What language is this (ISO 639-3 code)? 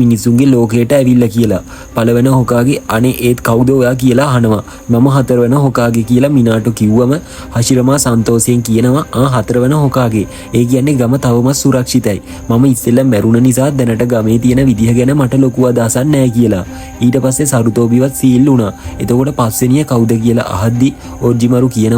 sin